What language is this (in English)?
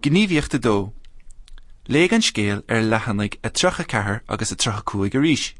Irish